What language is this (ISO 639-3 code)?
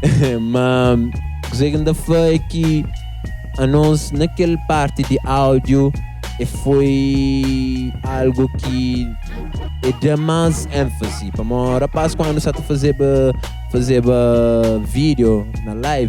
kea